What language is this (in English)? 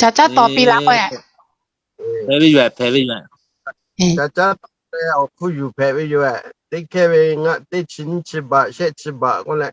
Lahu